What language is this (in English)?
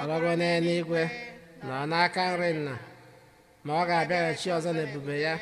Igbo